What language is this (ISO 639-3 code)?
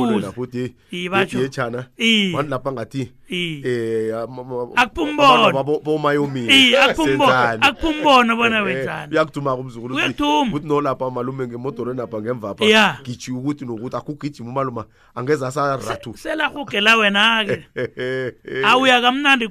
nbl